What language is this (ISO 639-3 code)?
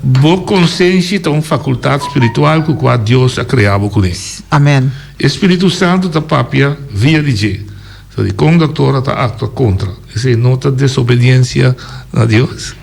pap